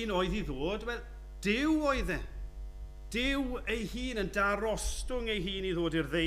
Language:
Welsh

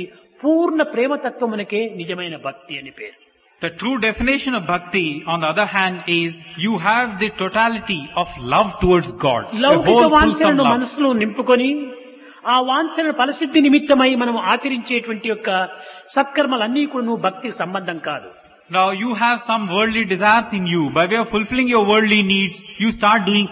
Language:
Telugu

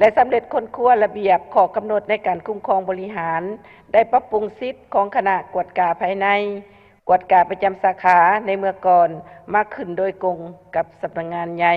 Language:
Lao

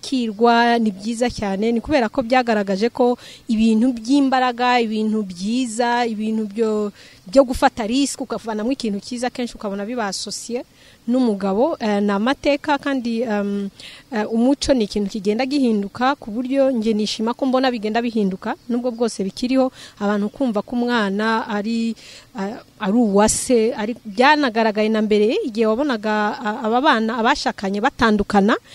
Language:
Kinyarwanda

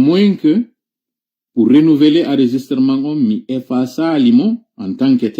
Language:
Fula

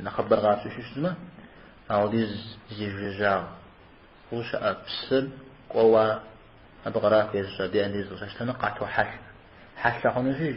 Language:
Kabardian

